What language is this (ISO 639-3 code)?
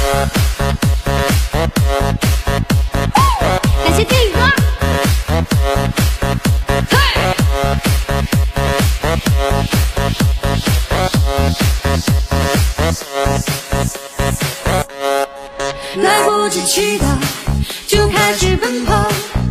zho